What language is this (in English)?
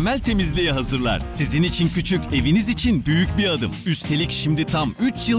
Turkish